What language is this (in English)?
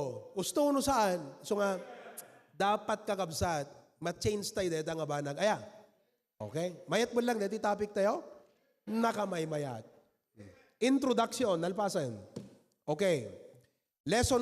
Iloko